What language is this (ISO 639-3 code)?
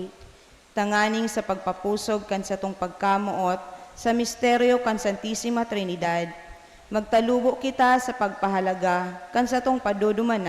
bik